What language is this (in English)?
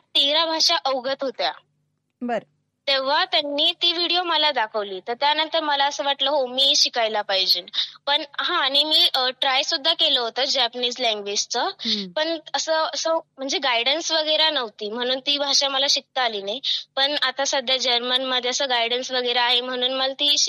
Marathi